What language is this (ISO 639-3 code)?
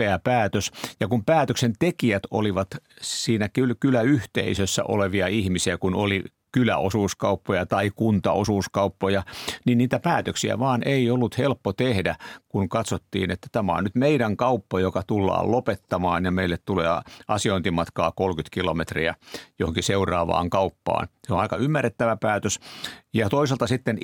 fin